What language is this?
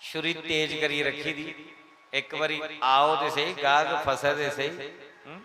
Dogri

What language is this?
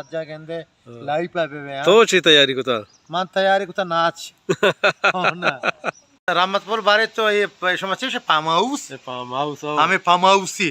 Baluchi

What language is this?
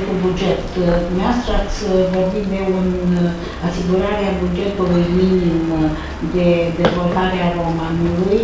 Romanian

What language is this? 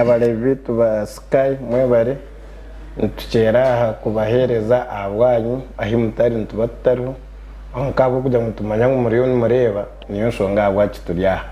Nyankole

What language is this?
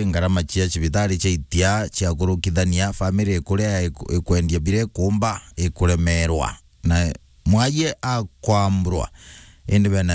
Meru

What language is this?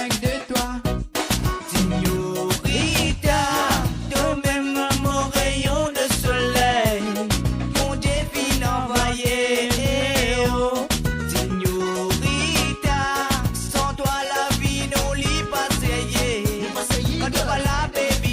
Morisyen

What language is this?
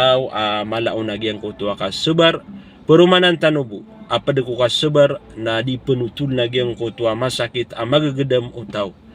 Maranao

